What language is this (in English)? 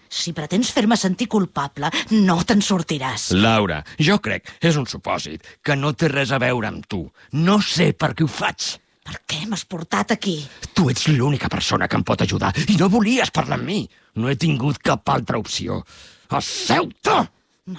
Catalan